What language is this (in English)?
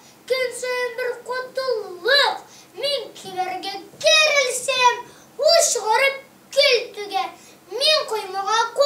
Tatar